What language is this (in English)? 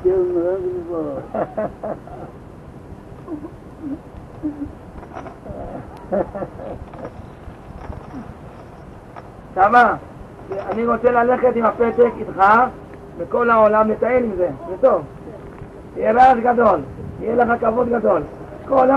Hebrew